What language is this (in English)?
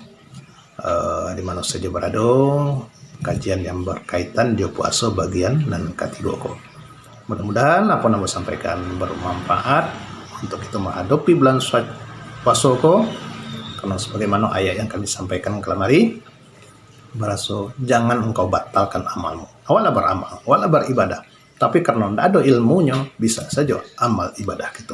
Minangkabau